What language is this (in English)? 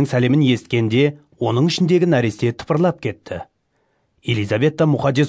Kara-Kalpak